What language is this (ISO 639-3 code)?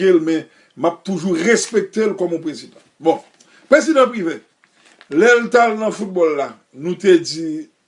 hat